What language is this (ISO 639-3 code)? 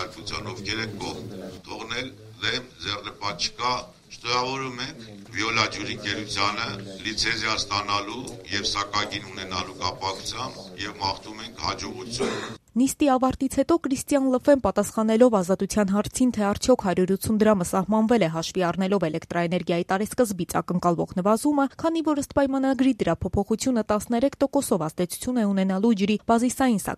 hye